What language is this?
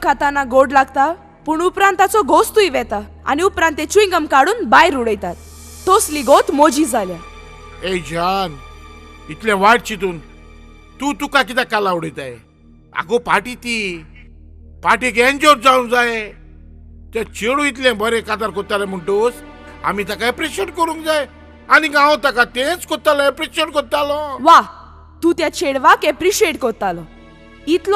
Konkani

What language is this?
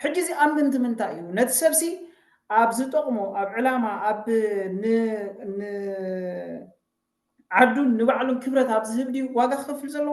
Tigrinya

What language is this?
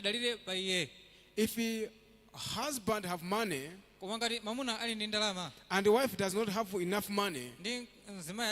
Nyanja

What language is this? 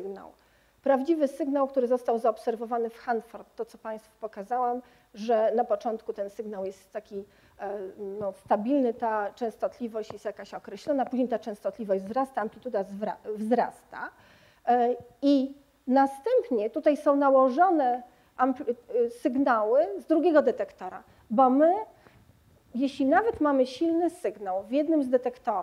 Polish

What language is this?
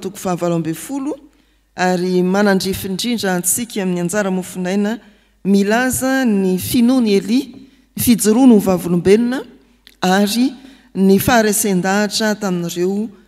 Malagasy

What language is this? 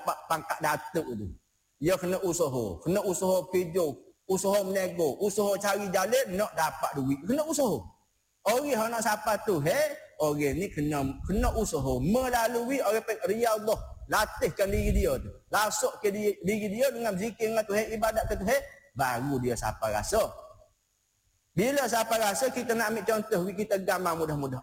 Malay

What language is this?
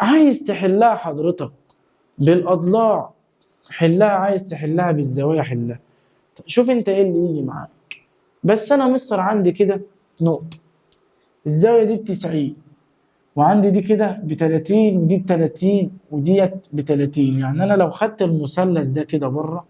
Egyptian Arabic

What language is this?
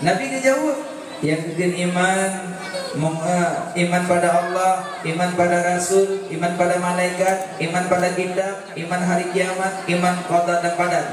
Achinese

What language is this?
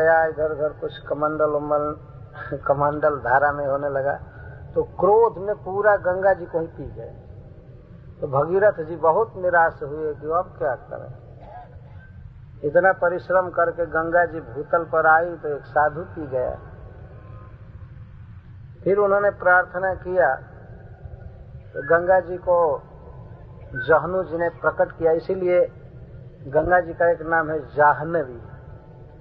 Hindi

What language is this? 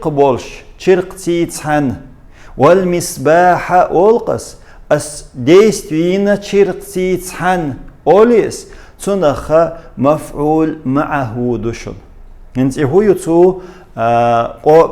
Chechen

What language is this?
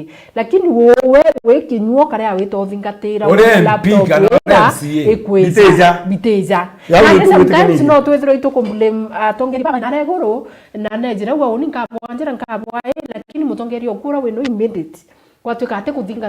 Meru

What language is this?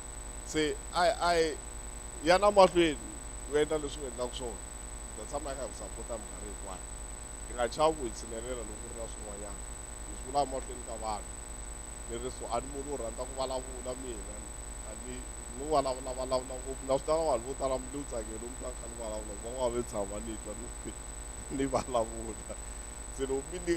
Tsonga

